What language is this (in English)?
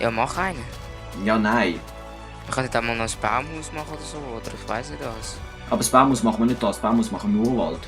Swiss German